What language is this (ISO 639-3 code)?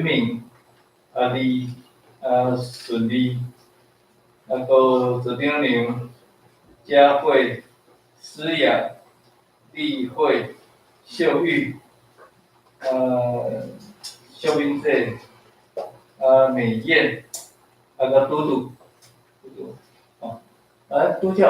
nan